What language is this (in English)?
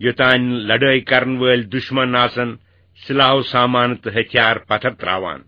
Kashmiri